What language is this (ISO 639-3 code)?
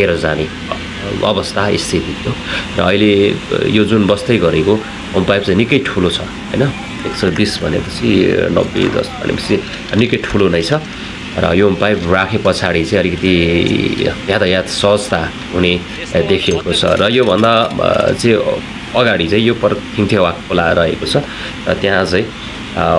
nep